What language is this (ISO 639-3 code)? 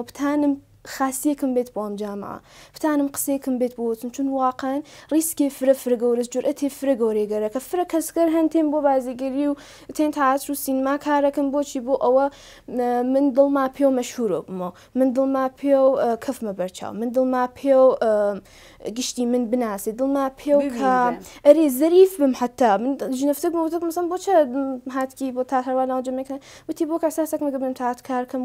ckb